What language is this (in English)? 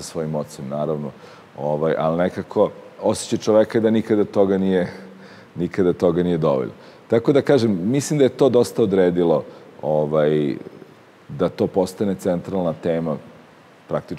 Serbian